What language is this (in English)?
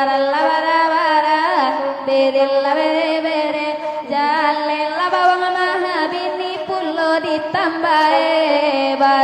Minangkabau